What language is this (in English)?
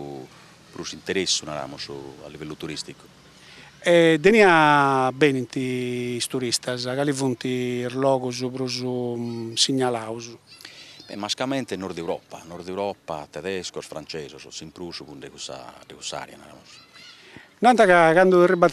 Sardinian